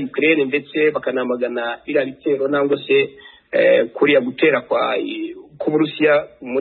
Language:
Kinyarwanda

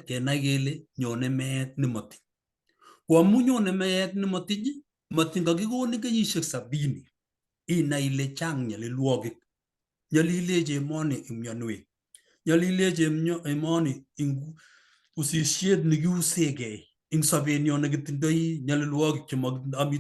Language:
Kalenjin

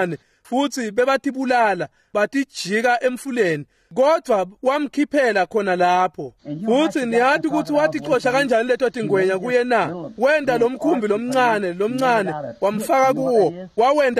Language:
Swati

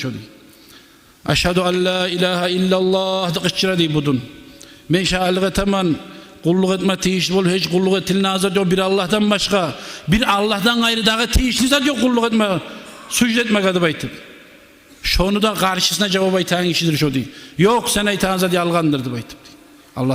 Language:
Kumyk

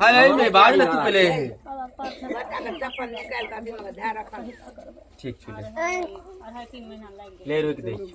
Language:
Maithili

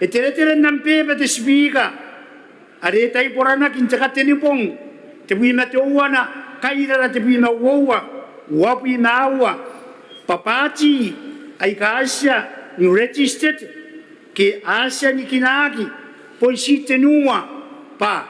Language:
Gilbertese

